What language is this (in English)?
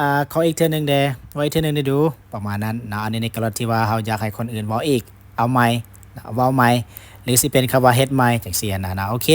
Lao